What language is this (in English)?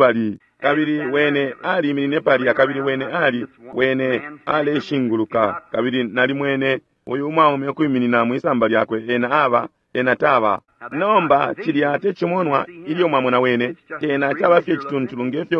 Bemba